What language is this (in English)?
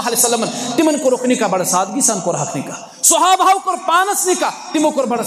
Kashmiri